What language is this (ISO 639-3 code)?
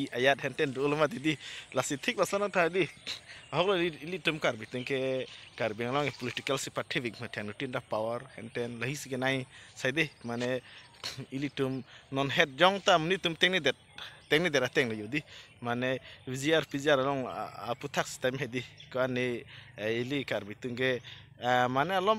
mjw